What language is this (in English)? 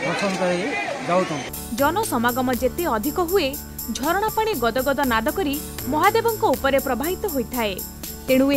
Odia